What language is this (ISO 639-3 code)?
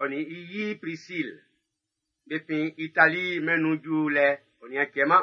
bci